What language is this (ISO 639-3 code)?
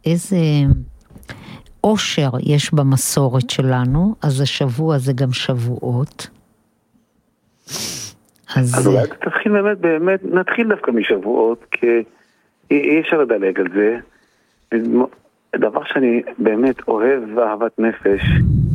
heb